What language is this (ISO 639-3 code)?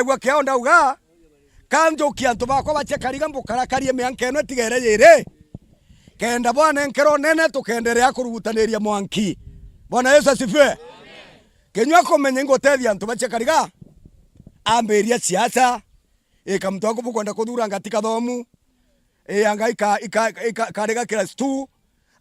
mer